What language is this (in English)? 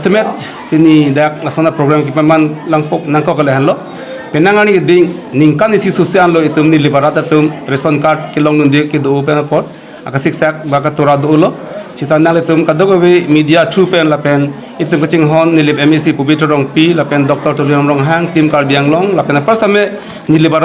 Karbi